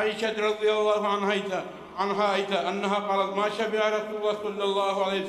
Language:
Kumyk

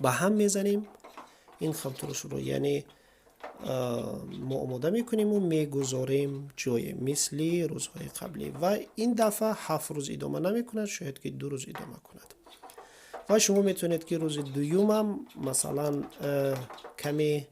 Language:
Tajik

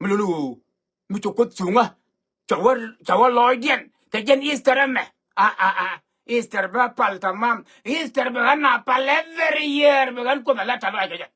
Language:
Nuer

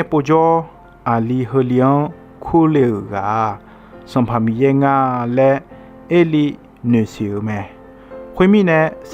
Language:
Akha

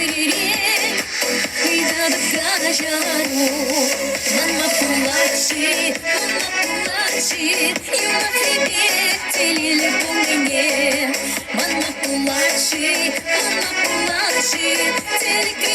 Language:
Chuvash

